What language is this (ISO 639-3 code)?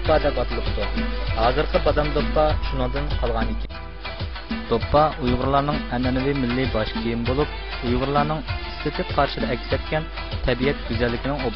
uig